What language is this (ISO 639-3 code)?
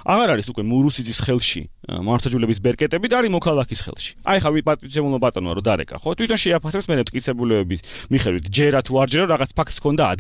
kat